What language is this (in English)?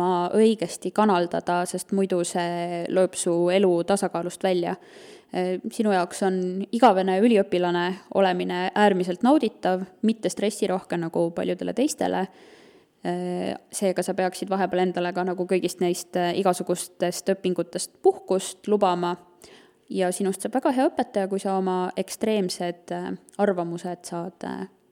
Estonian